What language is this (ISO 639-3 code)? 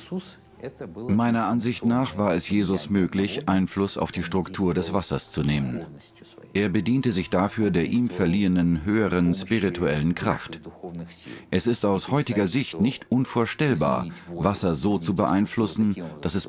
deu